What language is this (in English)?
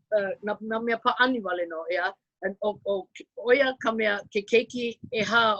Hawaiian